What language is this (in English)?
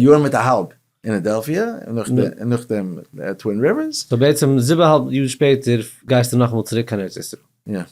Yiddish